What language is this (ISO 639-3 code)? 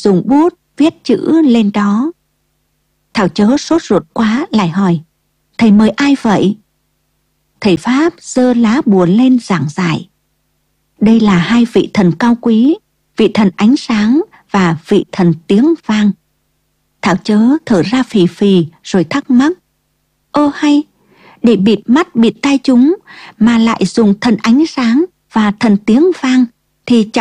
vie